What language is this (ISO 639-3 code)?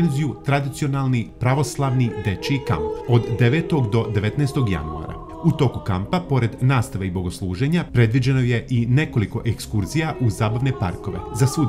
srp